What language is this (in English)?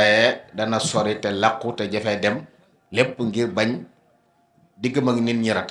Wolof